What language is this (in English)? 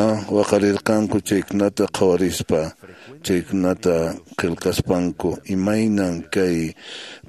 Quechua